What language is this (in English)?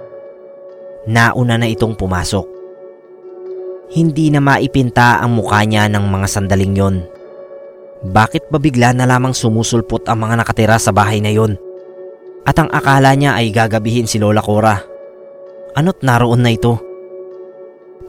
Filipino